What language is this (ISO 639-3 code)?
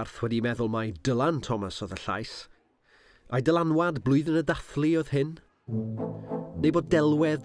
cym